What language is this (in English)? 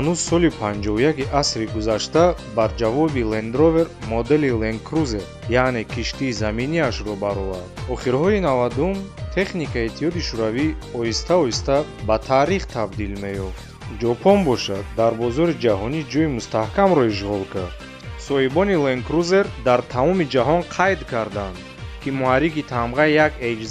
Tajik